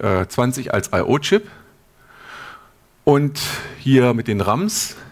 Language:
German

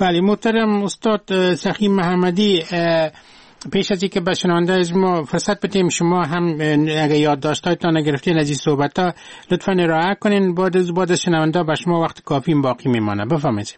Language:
Persian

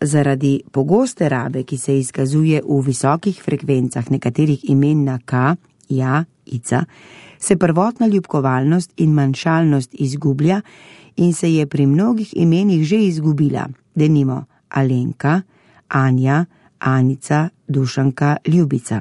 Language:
Slovenian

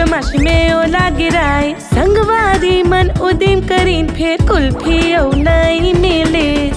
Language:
Chhattisgarhi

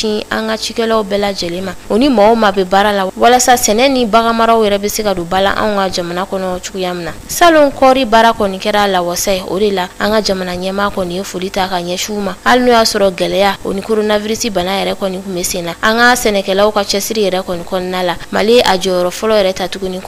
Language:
Bambara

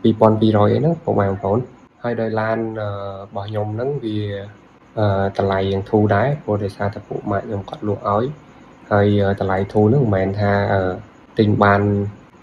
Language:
Khmer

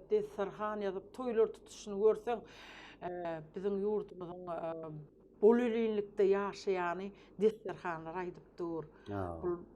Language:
Turkmen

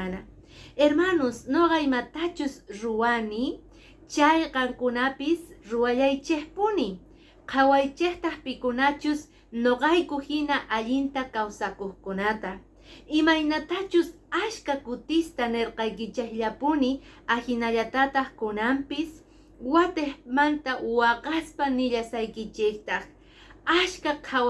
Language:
Quechua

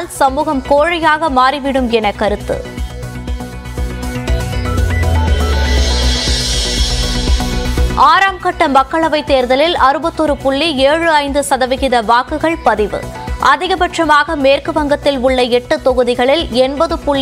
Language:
Tamil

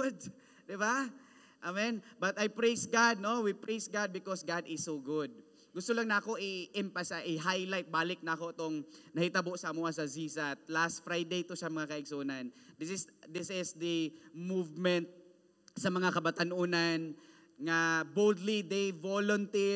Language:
Cebuano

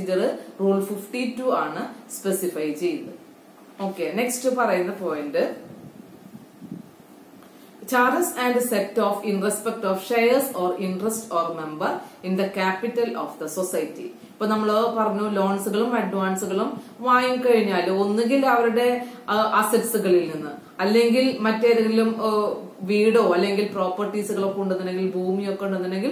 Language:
Malayalam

